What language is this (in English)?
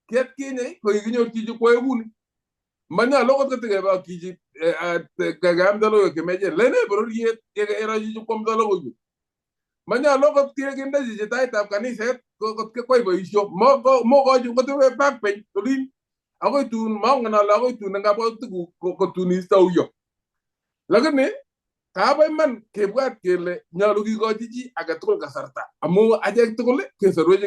Kalenjin